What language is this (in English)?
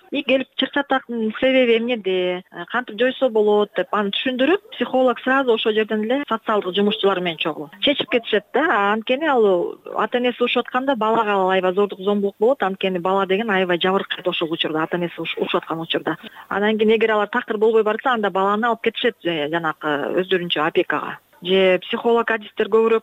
Kyrgyz